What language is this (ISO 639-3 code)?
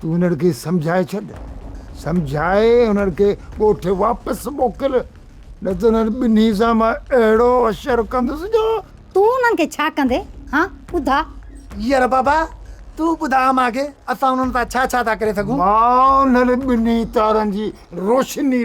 snd